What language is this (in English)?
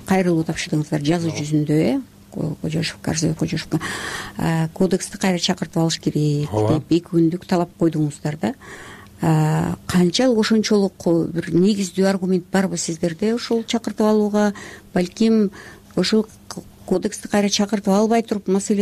Kyrgyz